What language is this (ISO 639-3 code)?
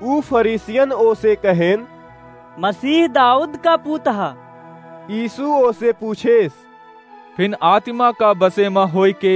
awa